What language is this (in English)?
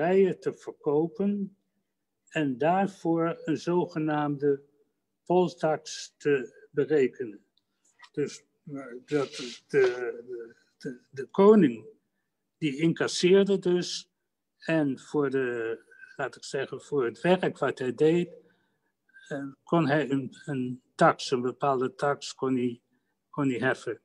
Dutch